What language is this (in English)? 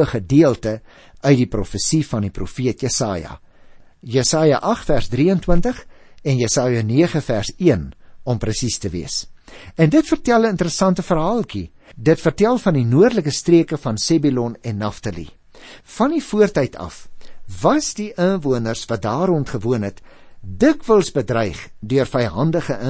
Afrikaans